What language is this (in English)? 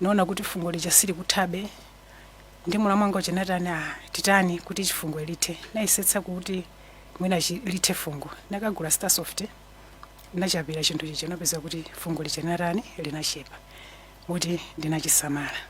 Nyanja